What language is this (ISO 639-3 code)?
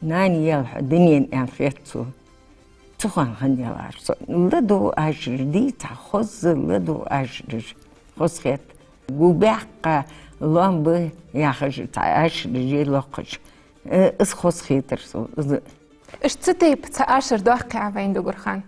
inh